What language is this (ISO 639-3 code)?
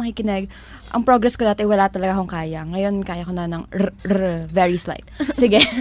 fil